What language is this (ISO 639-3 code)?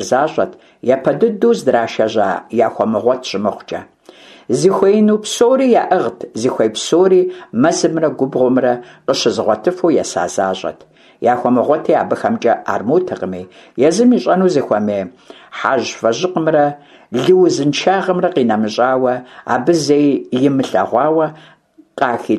kbd